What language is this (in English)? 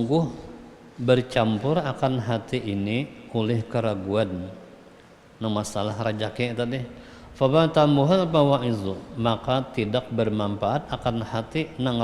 Banjar